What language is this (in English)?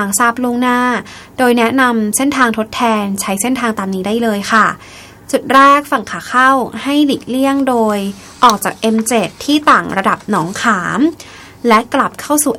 Thai